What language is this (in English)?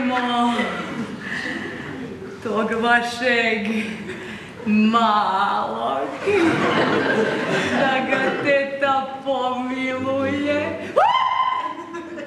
Croatian